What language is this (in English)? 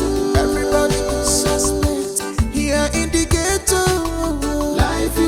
Nigerian Pidgin